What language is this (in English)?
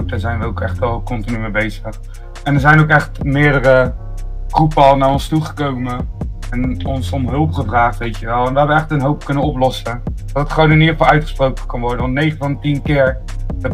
Dutch